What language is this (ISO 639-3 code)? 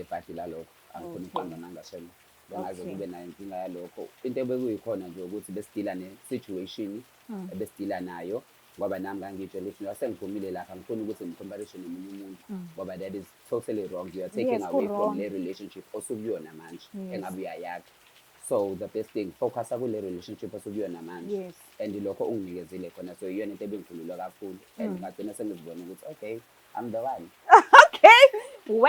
zul